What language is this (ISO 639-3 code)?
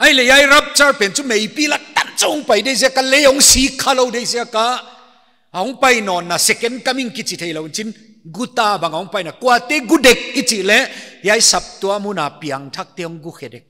pck